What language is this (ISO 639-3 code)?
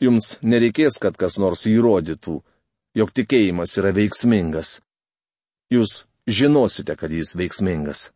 lit